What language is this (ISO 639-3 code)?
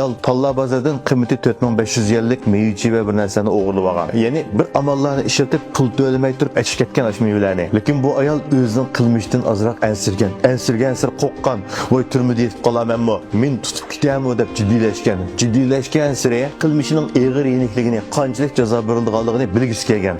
uig